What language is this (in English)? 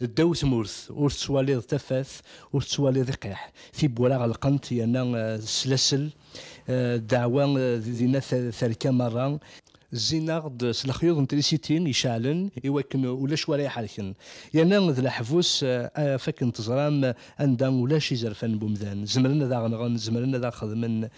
Kabyle